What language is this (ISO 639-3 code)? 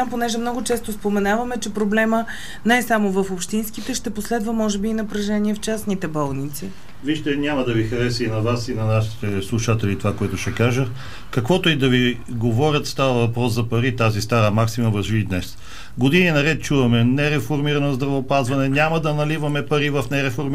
bul